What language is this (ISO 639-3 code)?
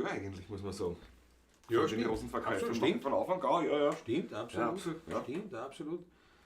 bar